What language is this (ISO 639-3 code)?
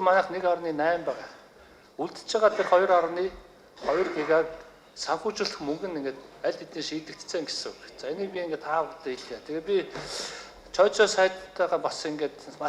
mon